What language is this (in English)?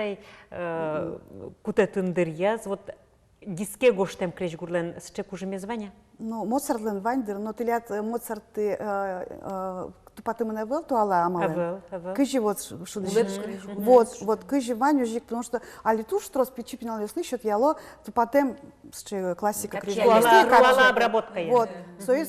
Udmurt